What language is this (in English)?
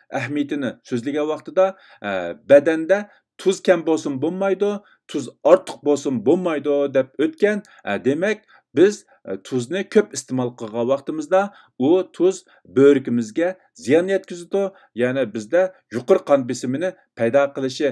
Uyghur